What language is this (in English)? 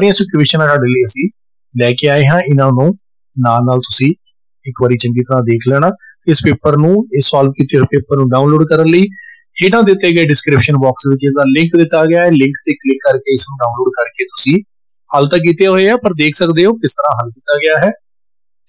Punjabi